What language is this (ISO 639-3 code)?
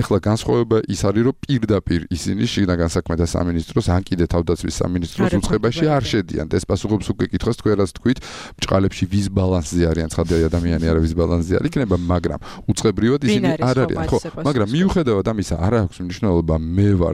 kat